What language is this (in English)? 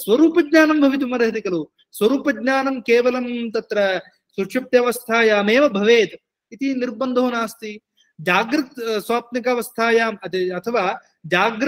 Sanskrit